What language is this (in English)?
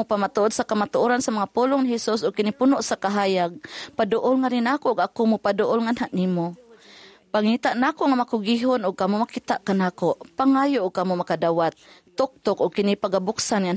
Cebuano